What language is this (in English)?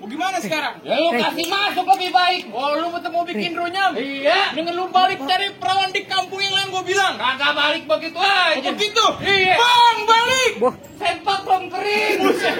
Betawi